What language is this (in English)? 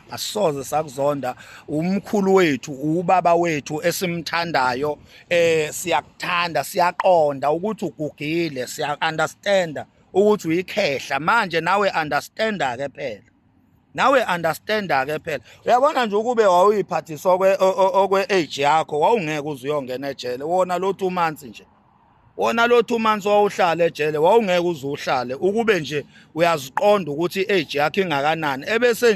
Zulu